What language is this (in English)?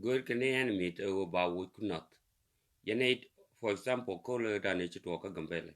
Nuer